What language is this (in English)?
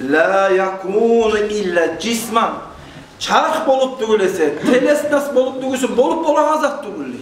Kumyk